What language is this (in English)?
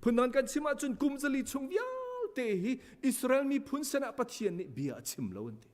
Hakha Chin